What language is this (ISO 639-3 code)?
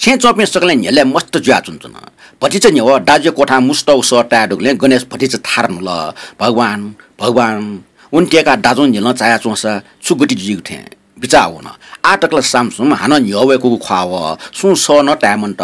new